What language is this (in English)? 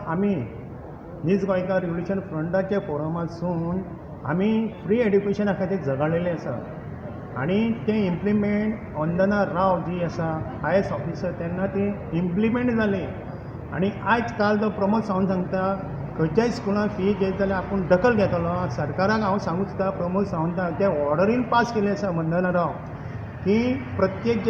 Konkani